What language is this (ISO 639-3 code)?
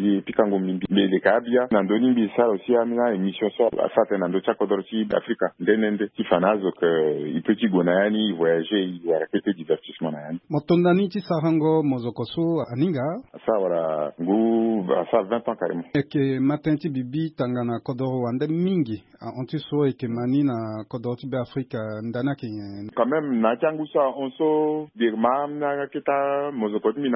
sag